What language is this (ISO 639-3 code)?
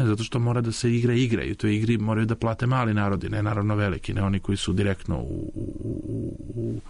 srp